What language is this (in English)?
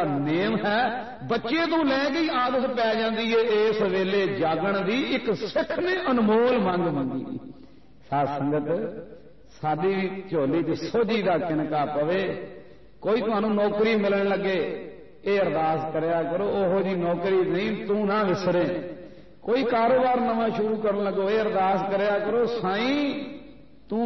Punjabi